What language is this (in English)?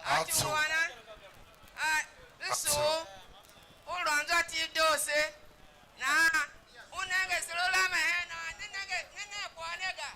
Tiv